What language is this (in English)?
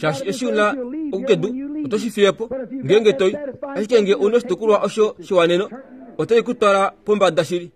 Kuanyama